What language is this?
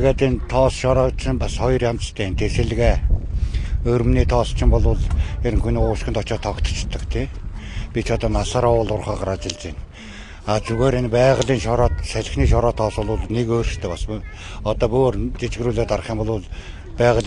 Mongolian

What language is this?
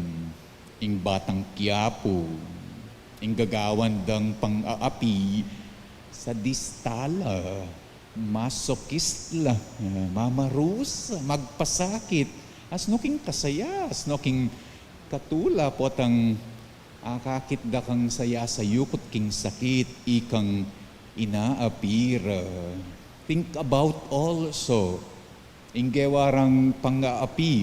Pampanga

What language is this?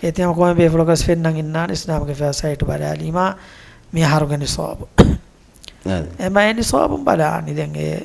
Divehi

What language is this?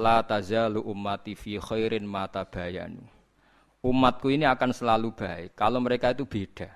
Javanese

